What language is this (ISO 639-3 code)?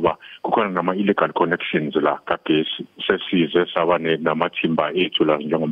zul